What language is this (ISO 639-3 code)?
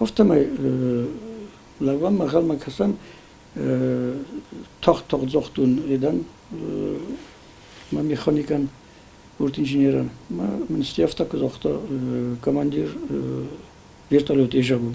oss